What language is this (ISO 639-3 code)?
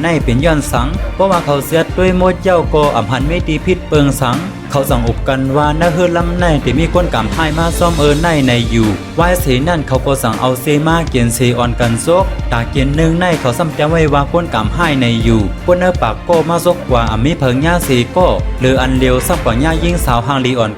shn